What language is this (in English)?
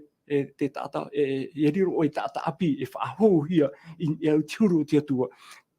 Tahitian